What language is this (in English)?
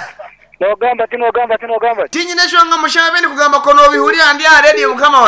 Nyankole